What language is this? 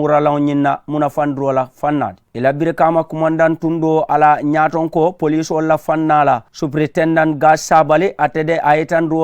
Mandingo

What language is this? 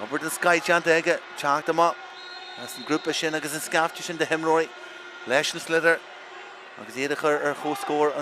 Irish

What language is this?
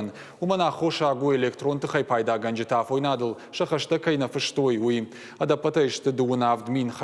Ossetic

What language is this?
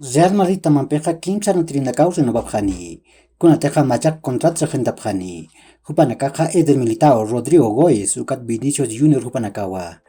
Aymara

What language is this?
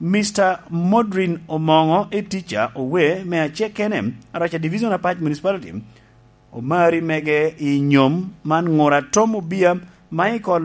Lango (Uganda)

